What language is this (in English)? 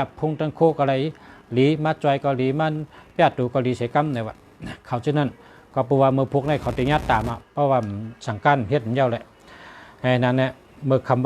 Shan